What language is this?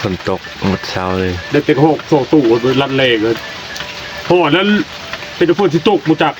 Northeastern Thai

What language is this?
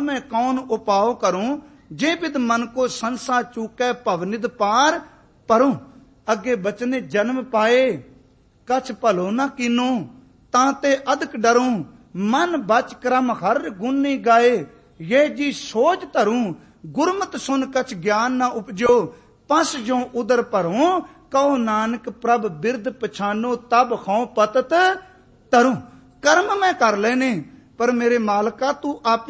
Punjabi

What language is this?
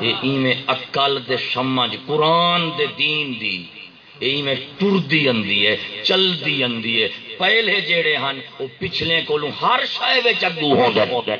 Saraiki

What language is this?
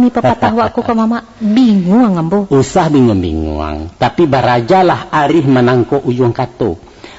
Minangkabau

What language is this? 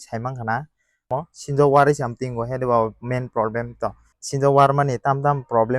Kok Borok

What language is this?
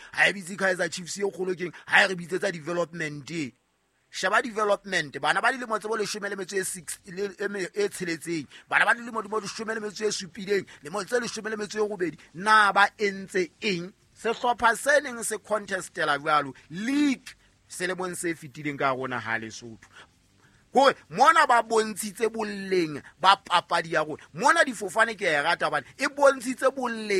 Southern Sotho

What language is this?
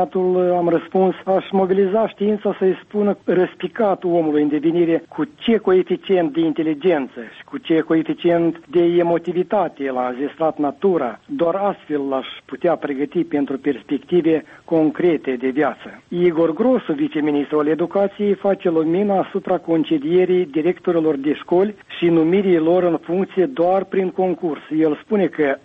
Romanian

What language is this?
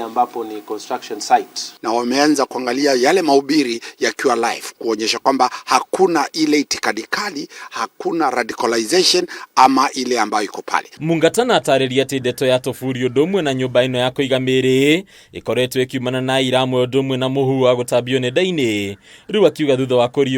Kikuyu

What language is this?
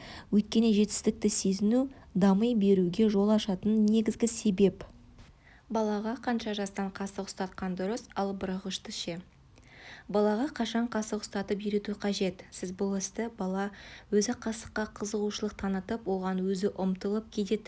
Kazakh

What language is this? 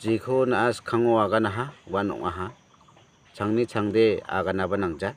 Garo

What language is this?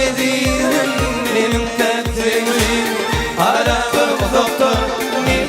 Turkmen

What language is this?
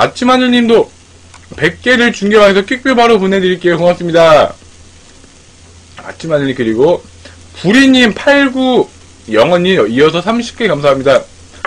Korean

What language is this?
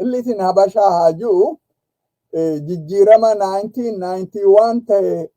Oromo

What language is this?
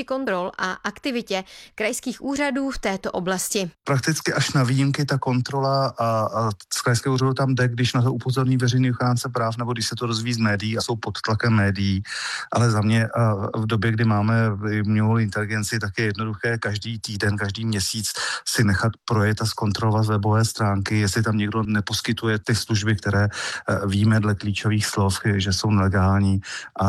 Czech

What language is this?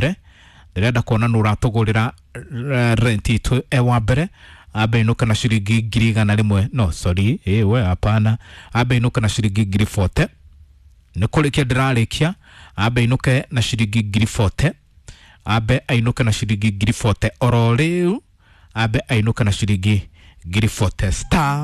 Kikuyu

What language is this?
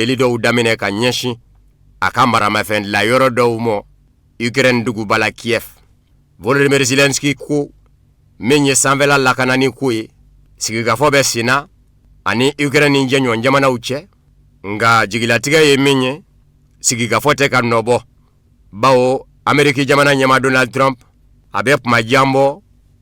Bambara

